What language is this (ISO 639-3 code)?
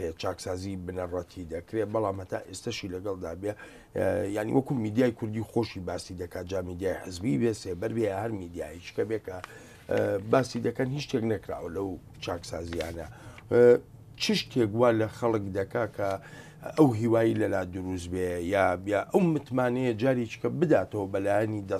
ckb